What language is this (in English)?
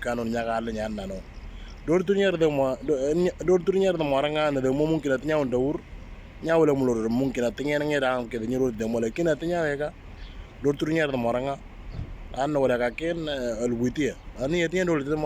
Moro